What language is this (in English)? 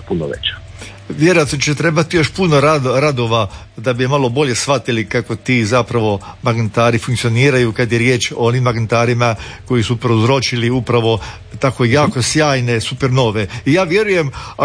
Croatian